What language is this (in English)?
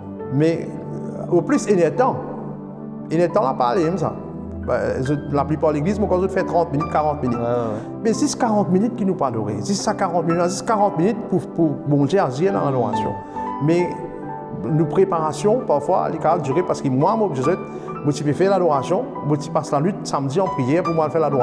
Morisyen